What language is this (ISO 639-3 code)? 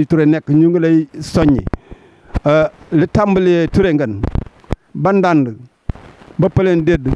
wol